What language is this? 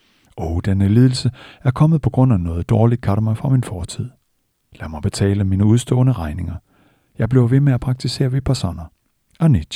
Danish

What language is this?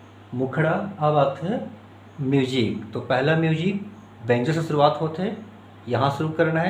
Chhattisgarhi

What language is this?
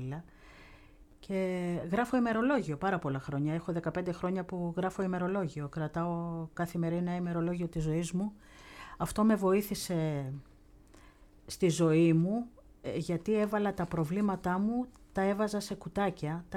Greek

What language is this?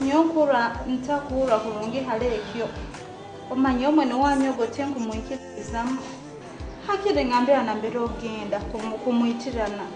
Nyoro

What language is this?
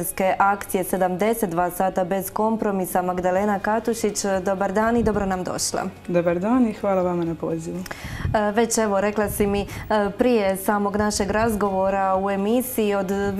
Croatian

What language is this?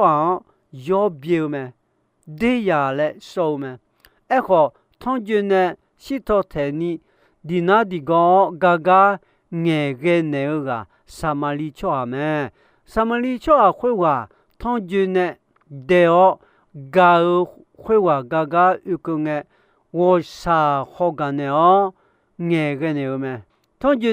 Akha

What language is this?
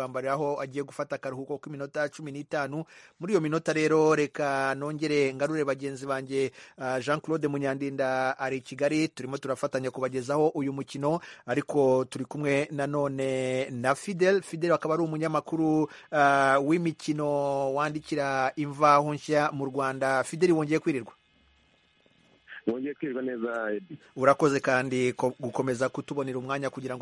Kinyarwanda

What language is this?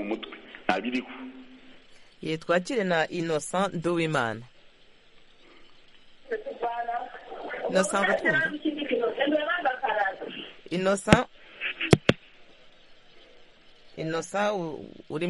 Kinyarwanda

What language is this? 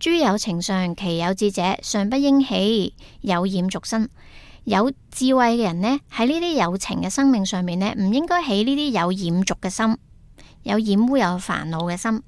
Cantonese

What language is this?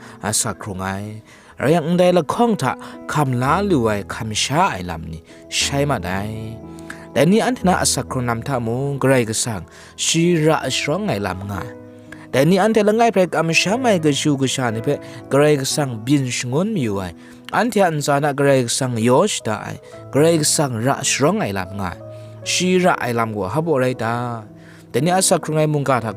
Kachin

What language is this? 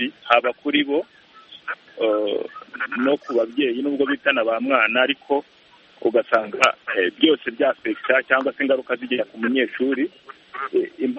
Kinyarwanda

